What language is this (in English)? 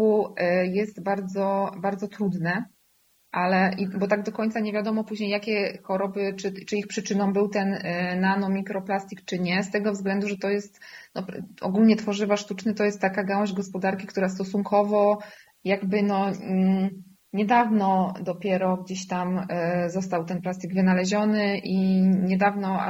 Polish